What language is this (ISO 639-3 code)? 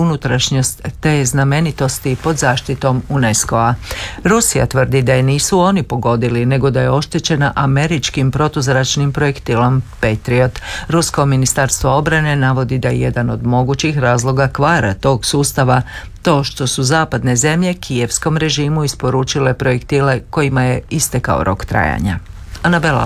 hrv